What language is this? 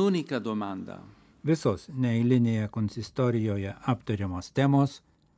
Lithuanian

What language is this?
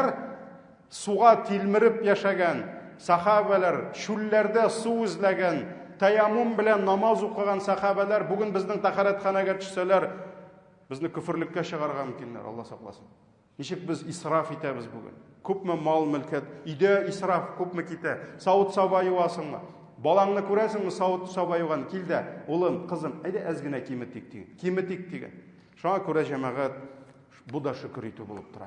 Tatar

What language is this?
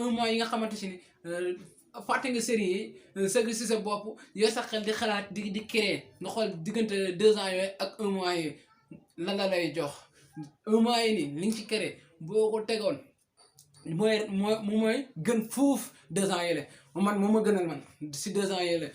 Wolof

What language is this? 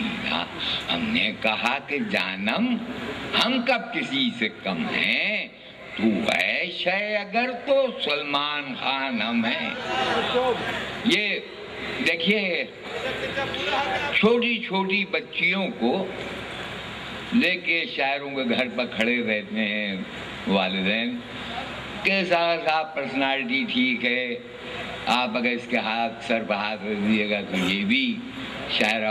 Urdu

